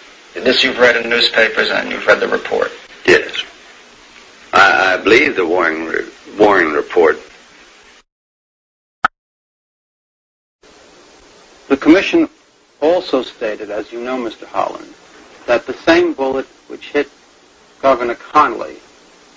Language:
English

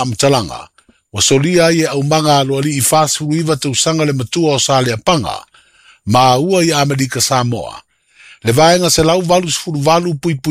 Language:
Samoan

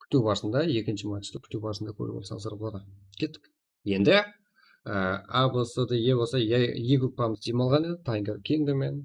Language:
Kara-Kalpak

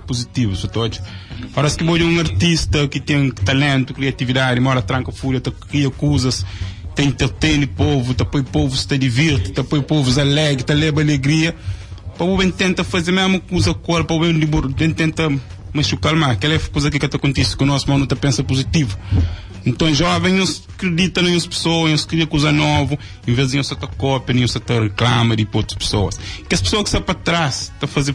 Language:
Kabuverdianu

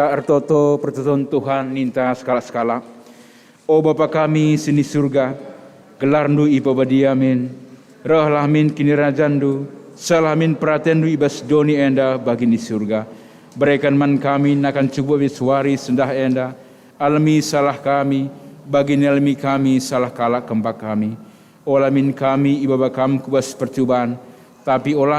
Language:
Batak Karo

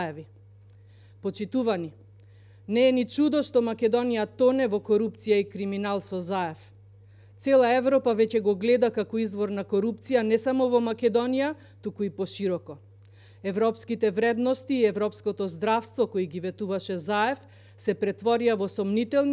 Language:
Macedonian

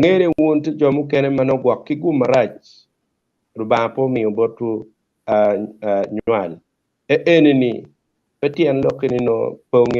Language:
Acoli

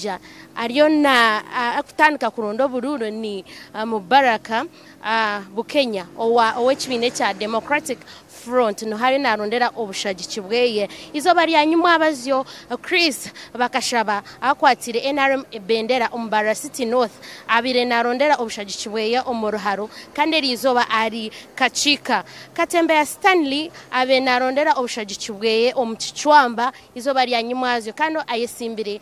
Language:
Nyankole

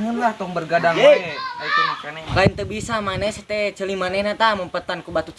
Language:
Sundanese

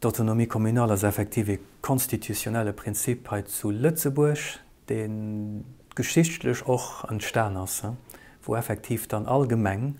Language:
Luxembourgish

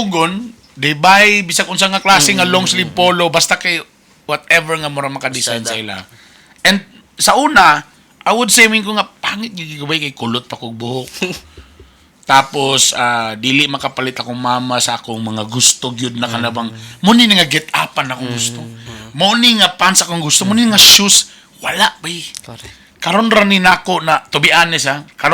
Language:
Cebuano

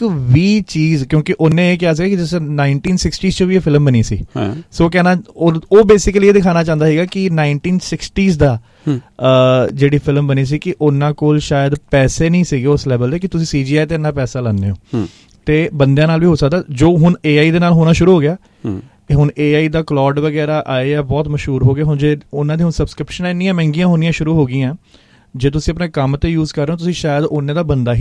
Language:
Punjabi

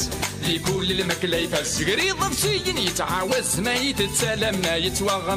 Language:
Kabyle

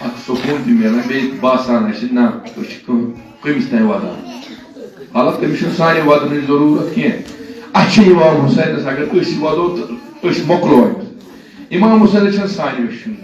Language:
Kashmiri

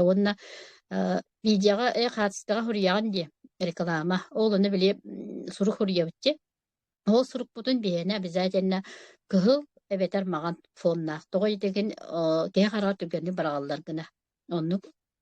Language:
Yakut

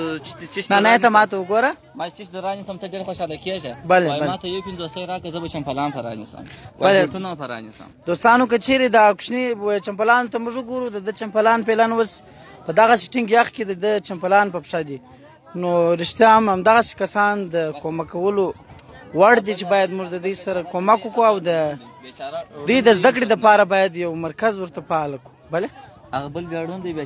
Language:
Pashto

